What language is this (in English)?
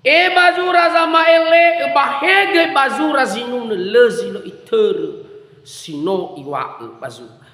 Nias